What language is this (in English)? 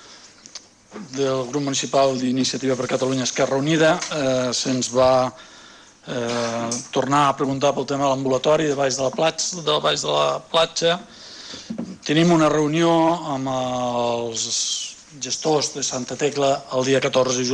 Catalan